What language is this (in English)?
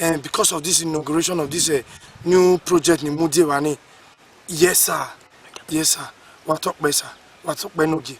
Bini